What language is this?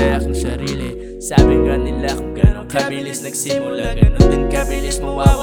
Filipino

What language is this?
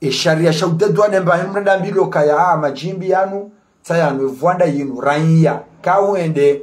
Ngazidja Comorian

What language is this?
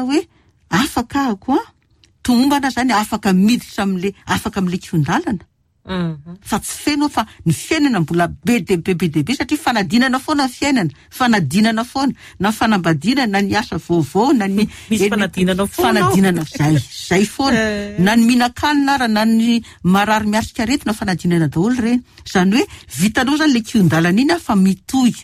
Malagasy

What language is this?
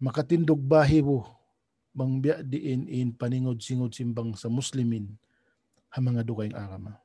Tausug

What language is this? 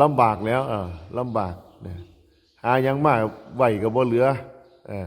Northeastern Thai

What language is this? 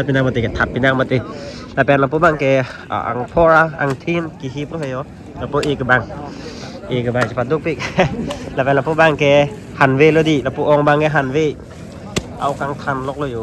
Karbi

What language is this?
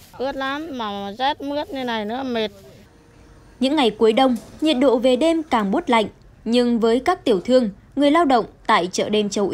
Vietnamese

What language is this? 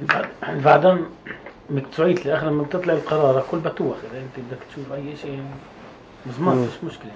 North Levantine Arabic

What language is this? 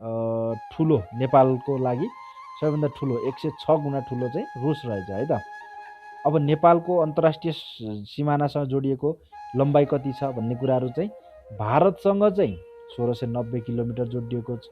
Nepali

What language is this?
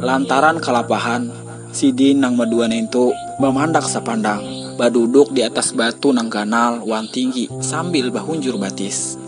Banjar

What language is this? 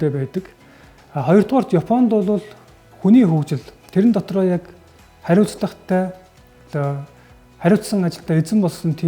Mongolian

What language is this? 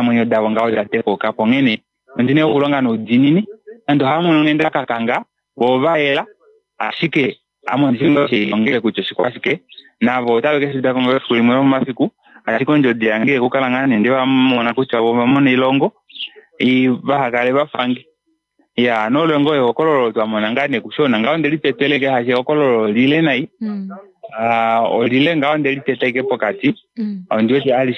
Kuanyama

